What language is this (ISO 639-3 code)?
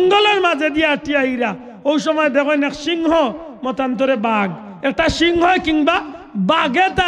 syl